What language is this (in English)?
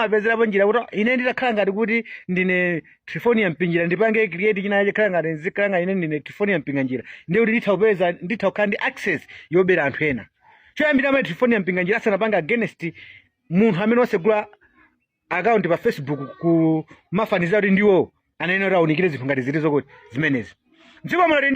Nyanja